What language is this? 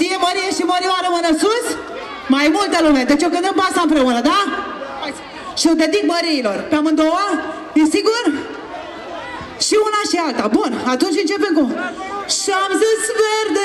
Romanian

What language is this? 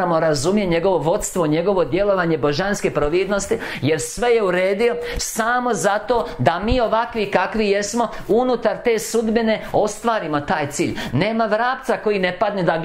Croatian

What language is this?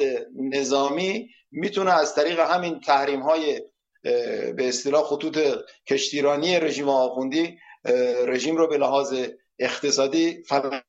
Persian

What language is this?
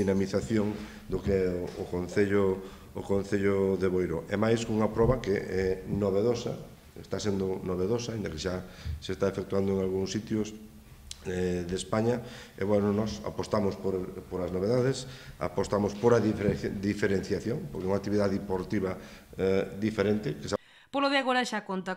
Galician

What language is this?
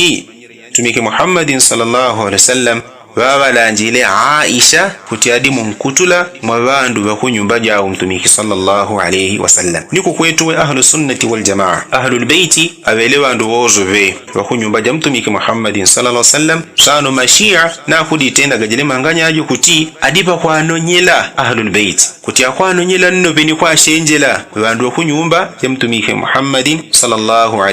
Yao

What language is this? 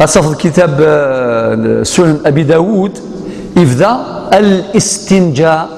Algerian Arabic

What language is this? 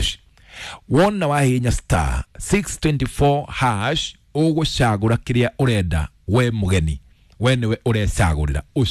Kikuyu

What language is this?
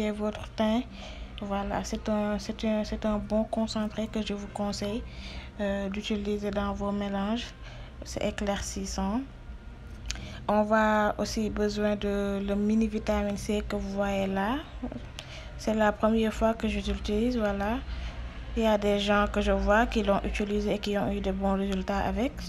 French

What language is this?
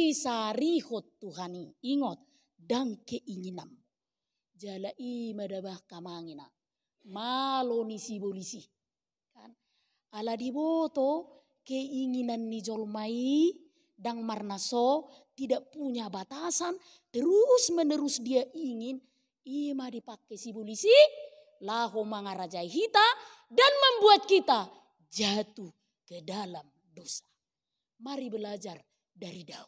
Batak Toba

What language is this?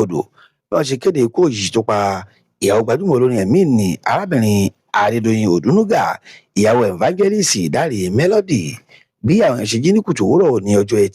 Yoruba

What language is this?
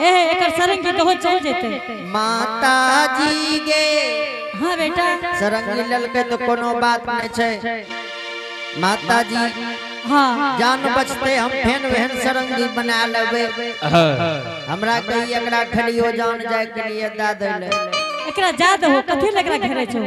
Angika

